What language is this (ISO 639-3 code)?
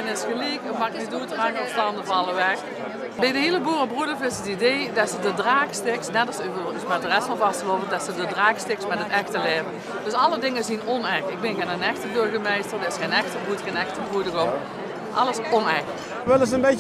lim